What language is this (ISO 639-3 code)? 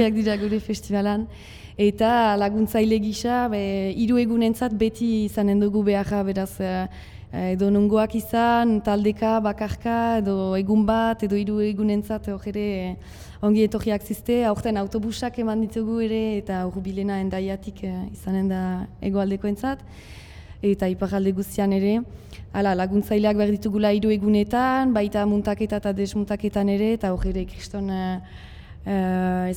eus